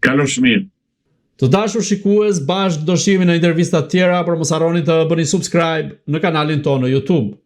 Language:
Albanian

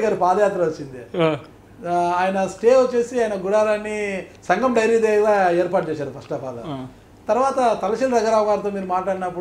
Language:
Telugu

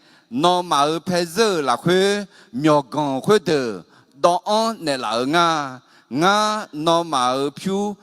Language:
Akha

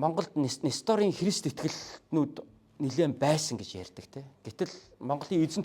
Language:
Mongolian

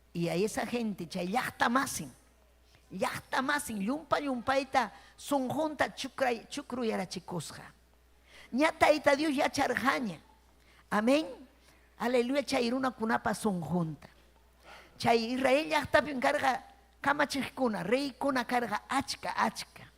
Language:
Ayacucho Quechua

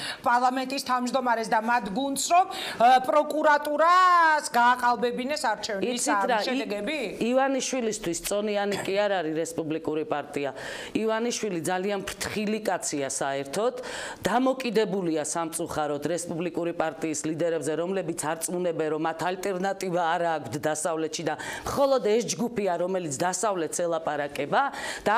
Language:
Georgian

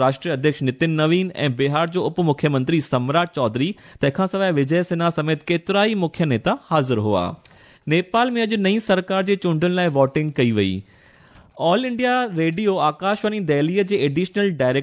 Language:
Sindhi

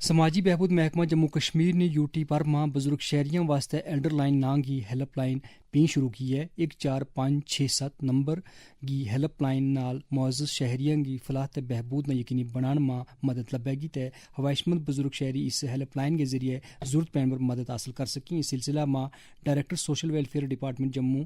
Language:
Gujari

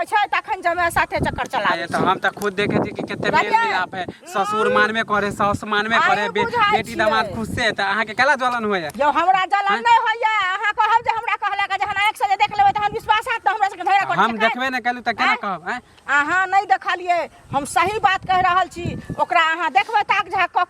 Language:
Maithili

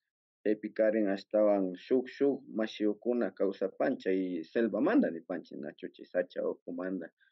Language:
Imbabura Highland Quichua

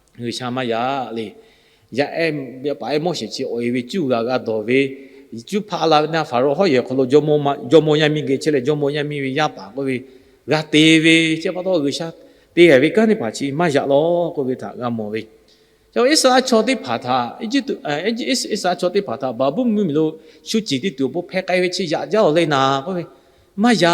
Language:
Lahu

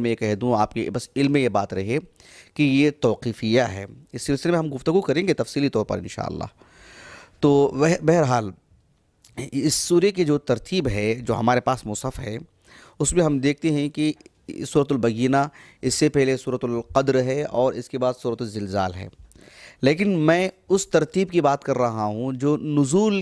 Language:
Urdu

